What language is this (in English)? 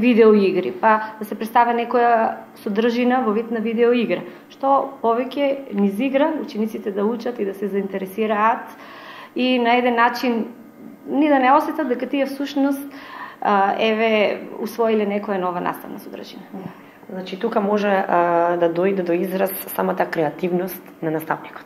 Macedonian